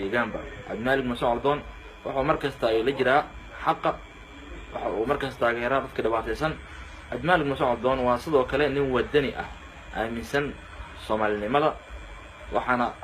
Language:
Somali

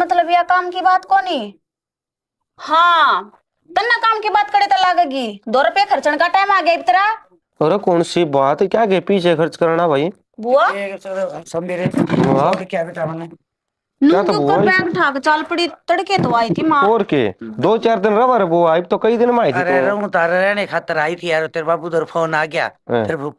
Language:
Haryanvi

